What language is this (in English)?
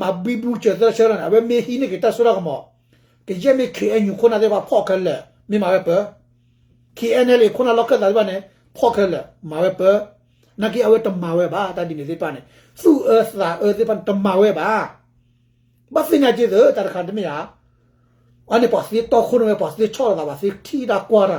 S'gaw Karen